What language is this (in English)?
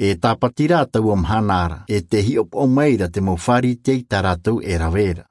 Tahitian